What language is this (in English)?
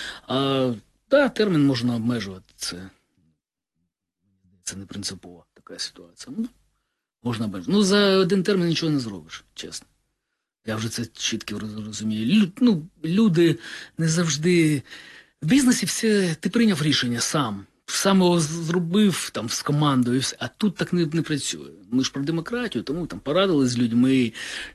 Ukrainian